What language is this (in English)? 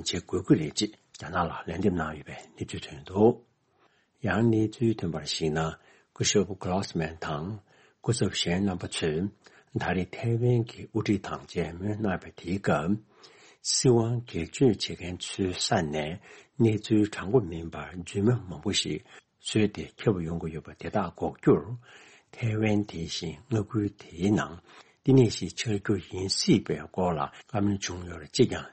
Tibetan